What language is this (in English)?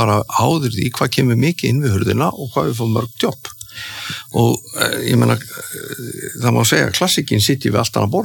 Icelandic